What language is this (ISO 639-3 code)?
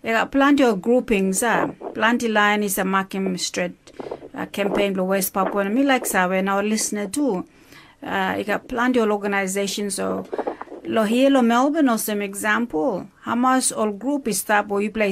tpi